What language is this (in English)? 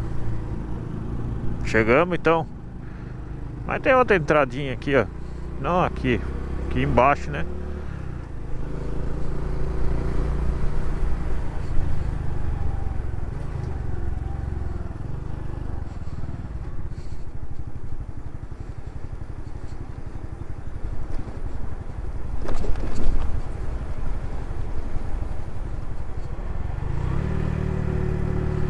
Portuguese